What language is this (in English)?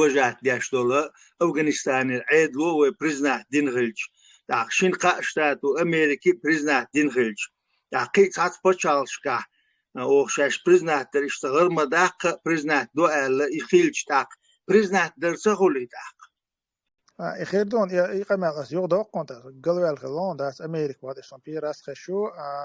Chechen